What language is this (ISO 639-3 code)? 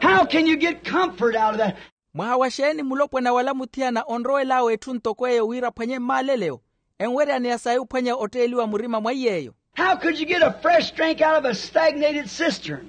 vmw